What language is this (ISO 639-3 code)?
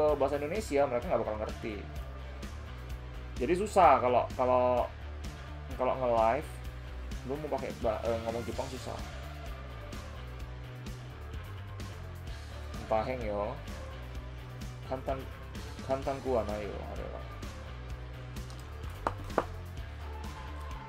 ind